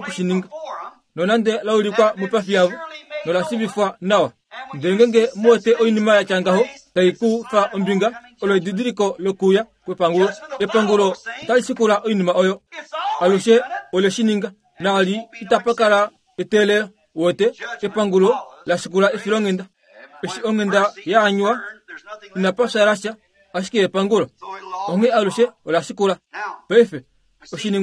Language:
Kuanyama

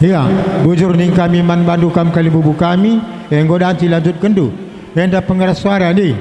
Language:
Batak Karo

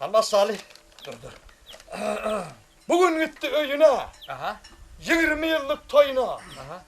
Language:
Turkmen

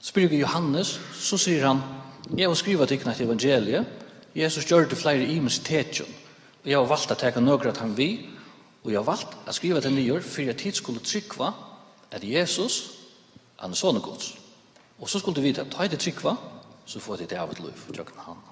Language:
Faroese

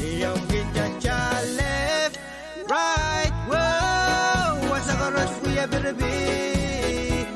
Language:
Pohnpeian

